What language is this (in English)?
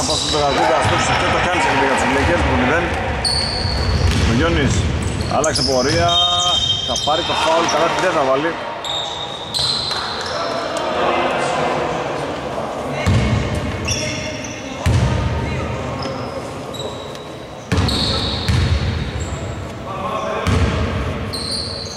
Greek